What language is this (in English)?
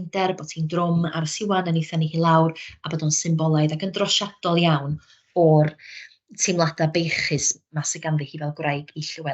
Welsh